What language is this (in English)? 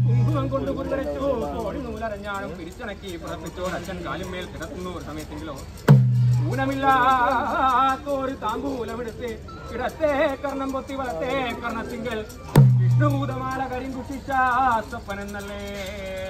Malayalam